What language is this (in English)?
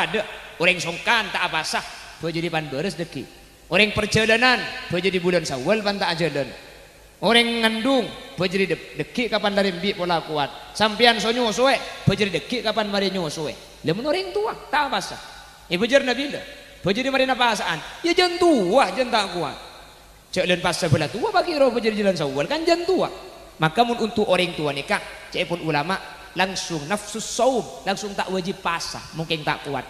Madurese